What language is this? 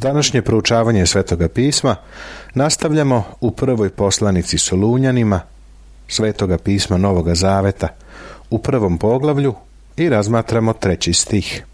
Serbian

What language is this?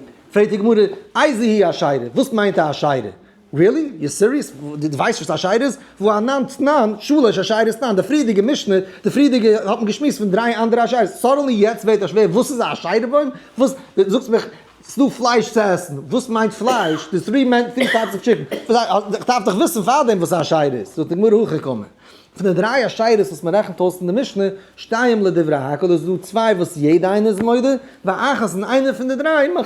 Yiddish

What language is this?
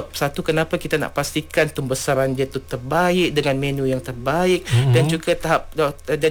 Malay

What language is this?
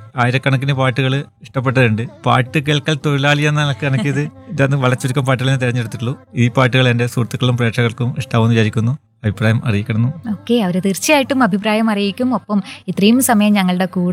Malayalam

